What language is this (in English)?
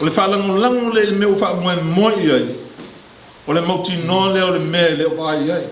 Samoan